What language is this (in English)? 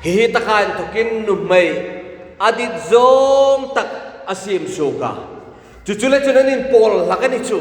Hmar